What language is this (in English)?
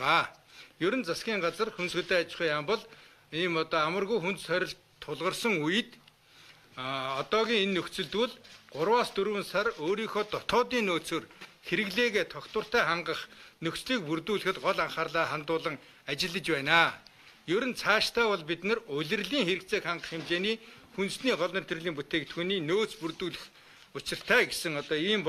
Mongolian